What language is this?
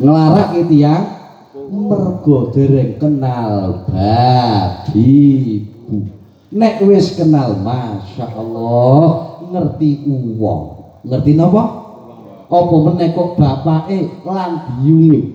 Javanese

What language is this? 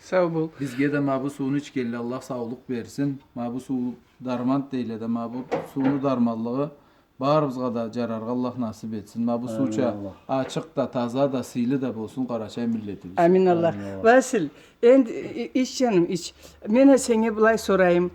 Karachay-Balkar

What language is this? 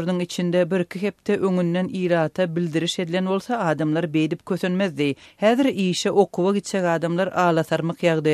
Turkmen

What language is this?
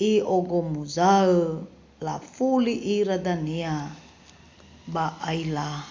Nias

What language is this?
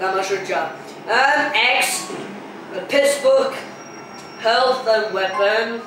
Faroese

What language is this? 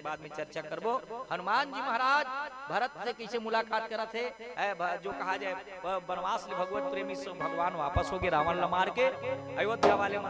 Chhattisgarhi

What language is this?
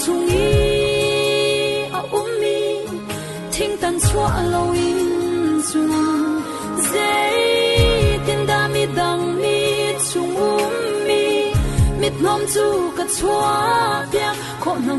Falam Chin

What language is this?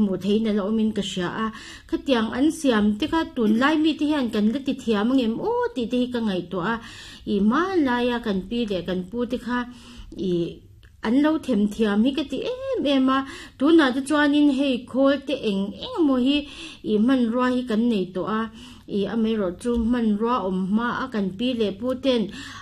Mizo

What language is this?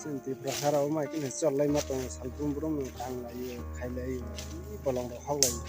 Kok Borok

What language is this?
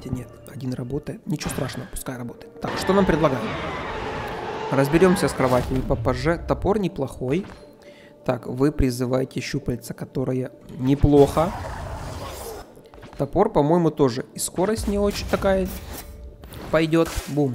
Russian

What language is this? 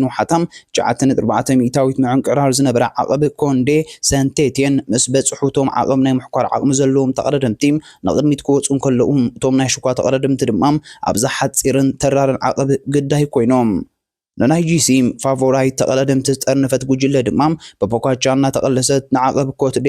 Tigrinya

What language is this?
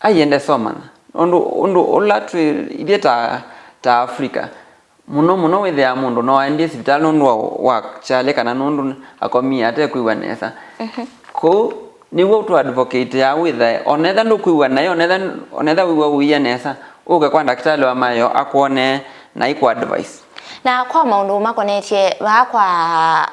Kamba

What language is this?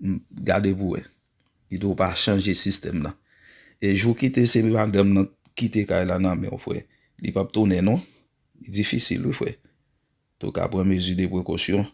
Haitian Creole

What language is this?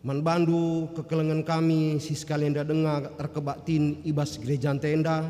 Batak Karo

